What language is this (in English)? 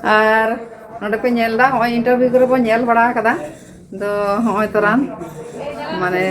Santali